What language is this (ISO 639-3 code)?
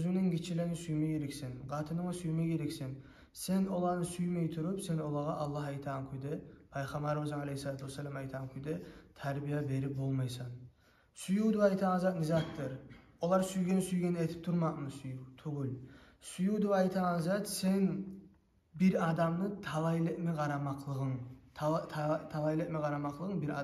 kum